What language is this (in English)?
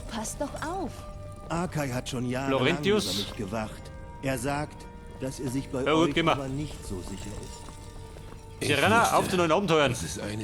Bavarian